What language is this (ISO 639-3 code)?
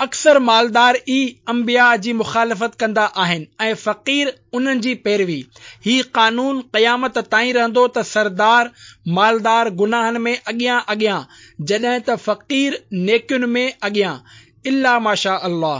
snd